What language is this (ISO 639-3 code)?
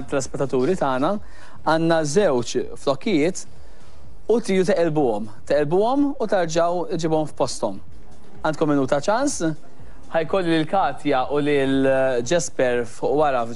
mlt